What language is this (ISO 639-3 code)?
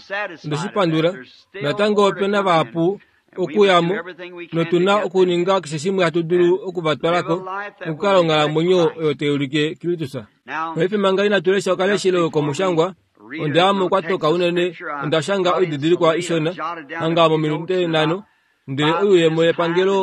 kua